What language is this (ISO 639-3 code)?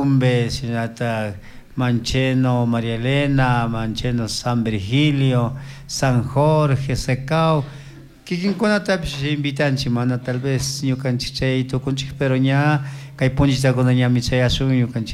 qug